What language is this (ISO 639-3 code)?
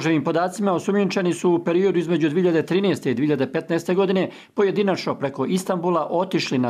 bos